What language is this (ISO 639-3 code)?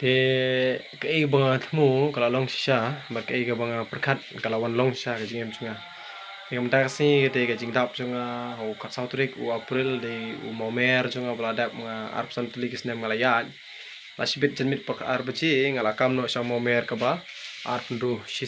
kha